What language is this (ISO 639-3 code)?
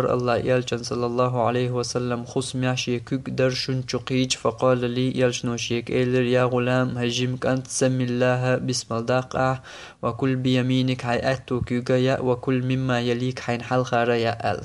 che